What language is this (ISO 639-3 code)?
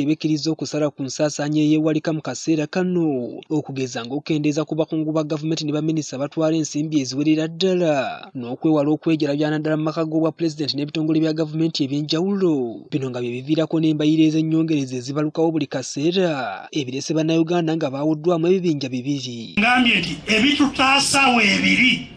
lug